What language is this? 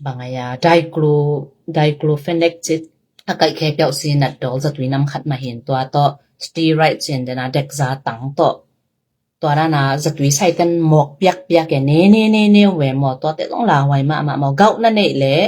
Tedim Chin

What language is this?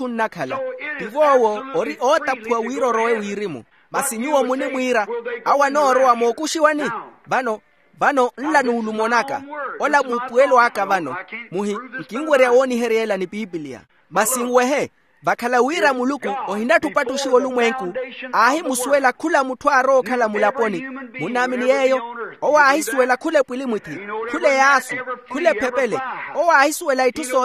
Makhuwa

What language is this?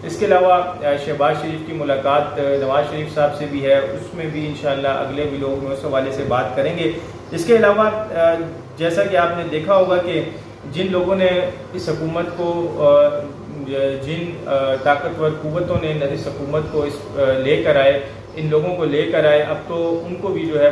Urdu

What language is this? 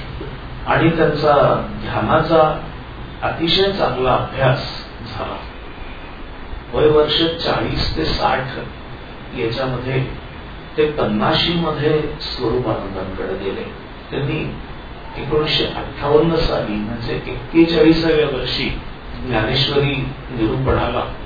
Marathi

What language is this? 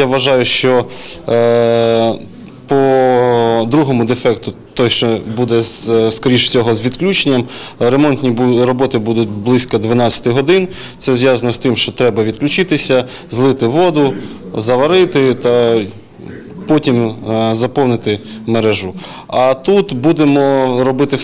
Ukrainian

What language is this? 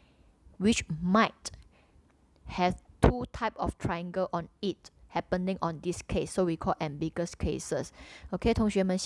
English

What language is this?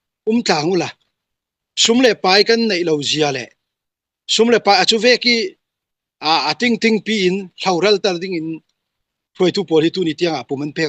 Falam Chin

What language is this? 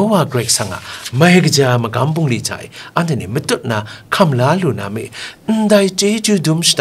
Kachin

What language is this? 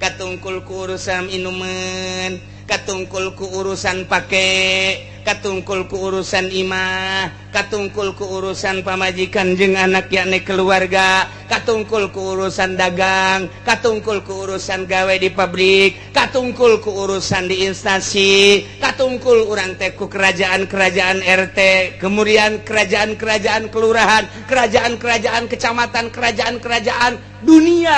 Sundanese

